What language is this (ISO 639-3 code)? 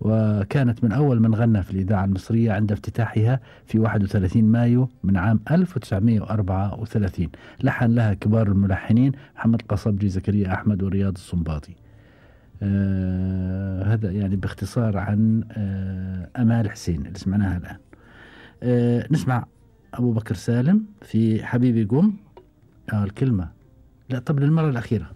afb